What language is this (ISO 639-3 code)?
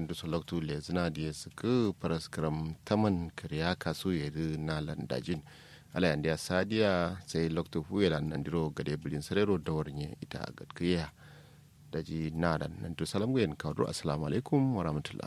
kau